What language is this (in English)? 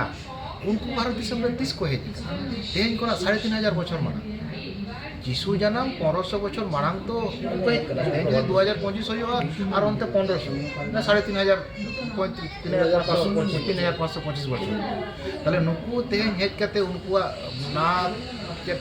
Santali